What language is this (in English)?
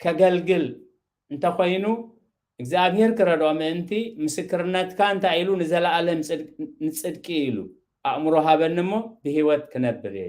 Tigrinya